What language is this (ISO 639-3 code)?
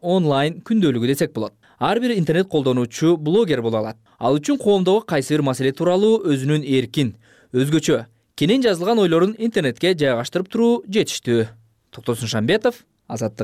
kir